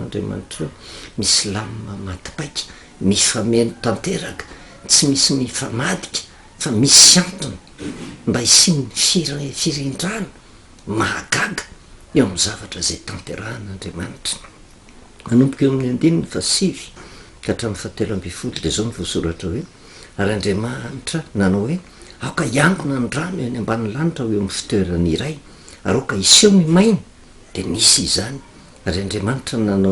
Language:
Malagasy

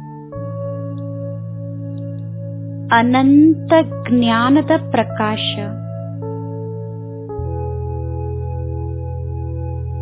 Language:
Kannada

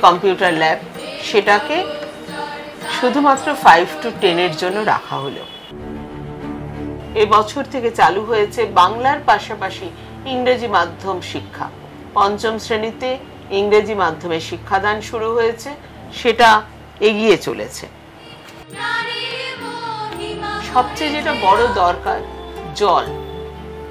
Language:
Bangla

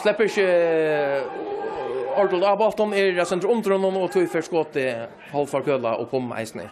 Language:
Faroese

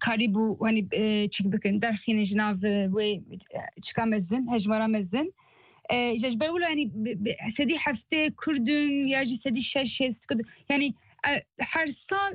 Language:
Kurdish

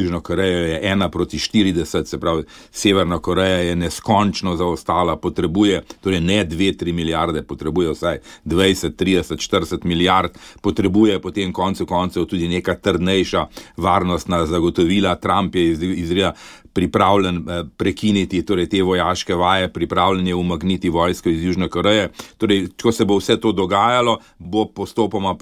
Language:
Slovenian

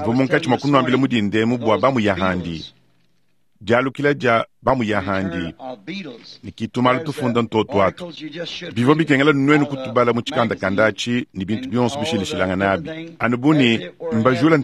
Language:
Luba-Lulua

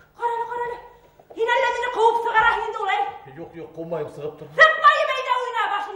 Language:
Bashkir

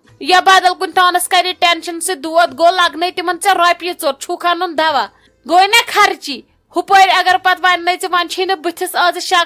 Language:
Kashmiri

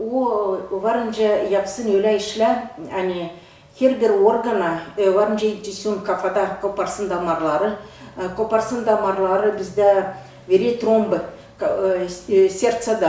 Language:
Gagauz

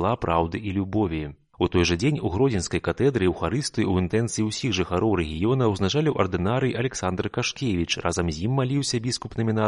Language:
Belarusian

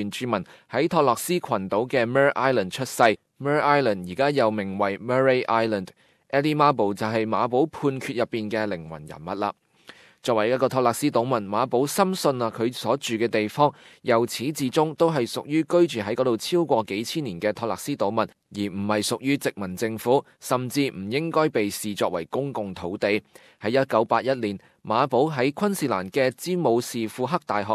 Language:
Cantonese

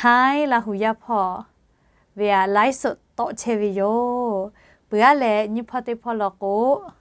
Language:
Lahu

